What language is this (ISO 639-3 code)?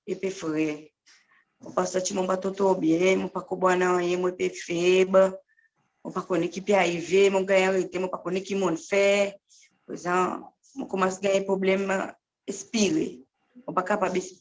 crs